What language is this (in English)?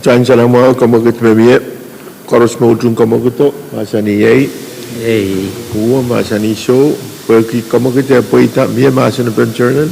Pohnpeian